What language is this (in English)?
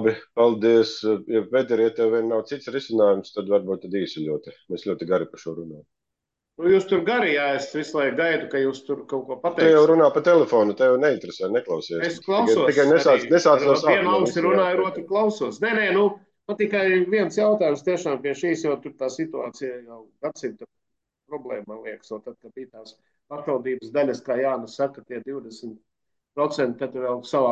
Latvian